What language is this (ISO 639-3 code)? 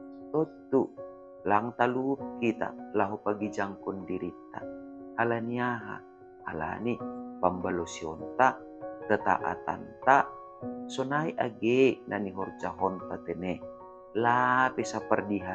bts